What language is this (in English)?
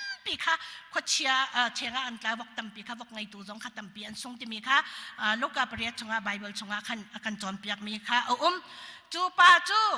Hakha Chin